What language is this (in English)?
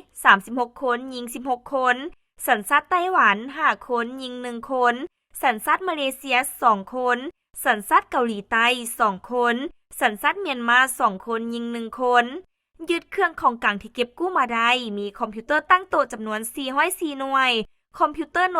Lao